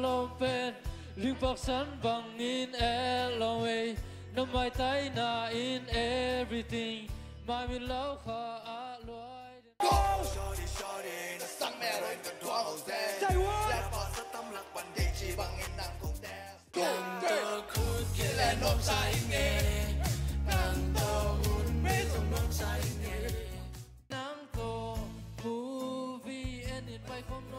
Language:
Tedim Chin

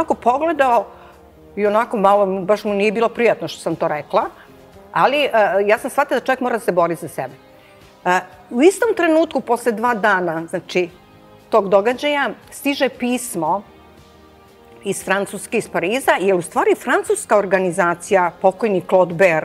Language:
Serbian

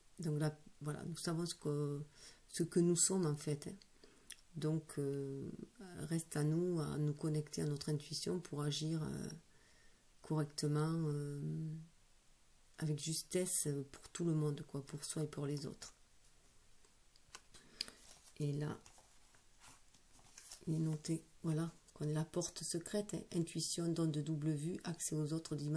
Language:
French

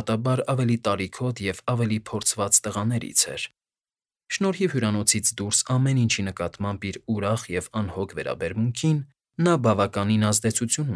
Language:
Armenian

